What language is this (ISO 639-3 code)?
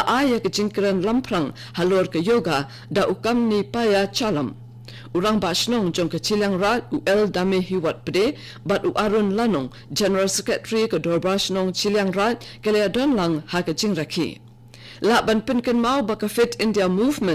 kha